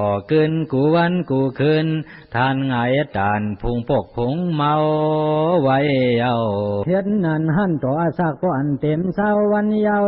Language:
Shan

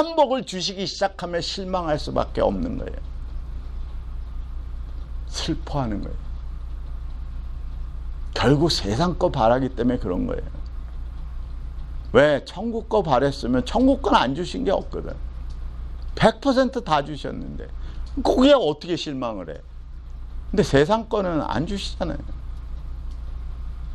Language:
Korean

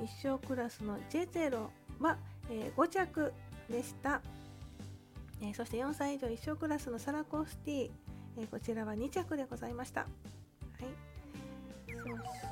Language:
Japanese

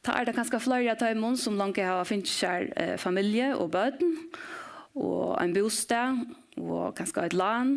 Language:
Faroese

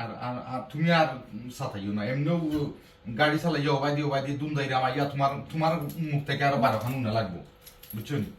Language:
Sylheti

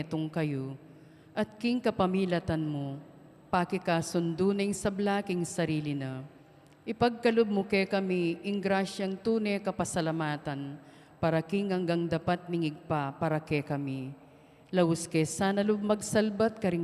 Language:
Pampanga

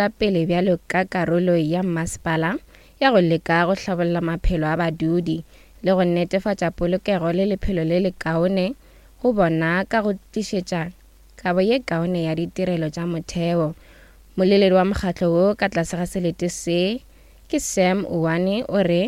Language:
Northern Sotho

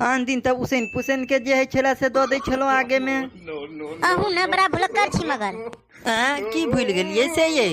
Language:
Maithili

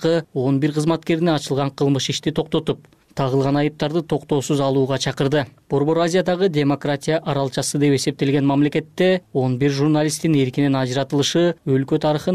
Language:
Kyrgyz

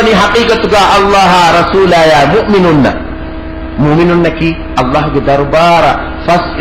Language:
Divehi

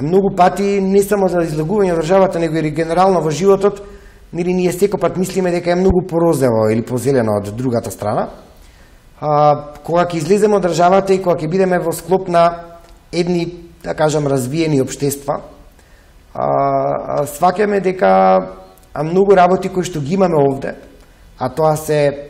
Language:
Macedonian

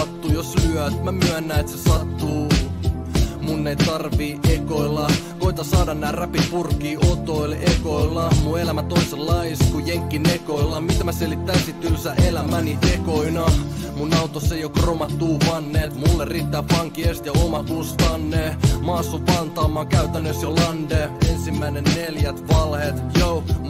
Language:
Finnish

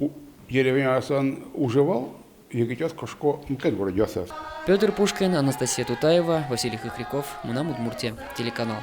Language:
Udmurt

